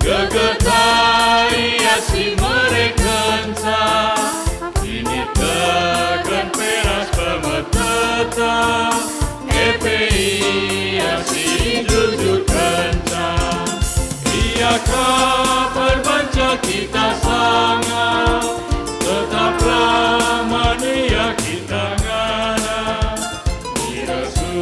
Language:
Batak Karo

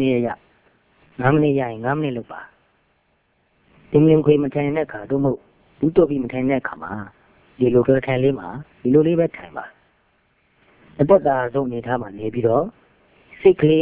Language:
Burmese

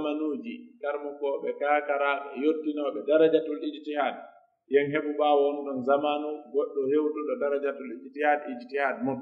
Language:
Pular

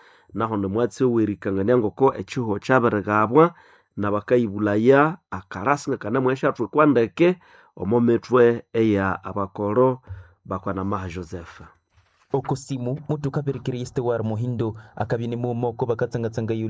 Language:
Nande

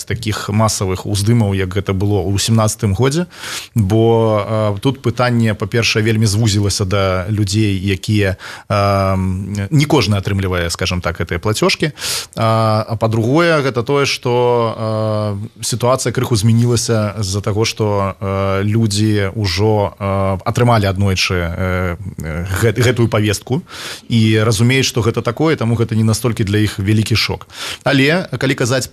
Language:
Belarusian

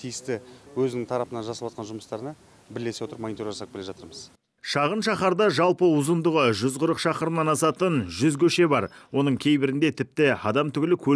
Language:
Kazakh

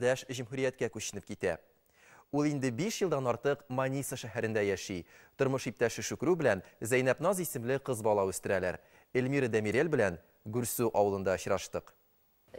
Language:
Tatar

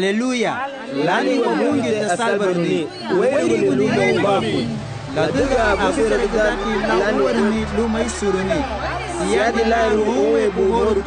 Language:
Garifuna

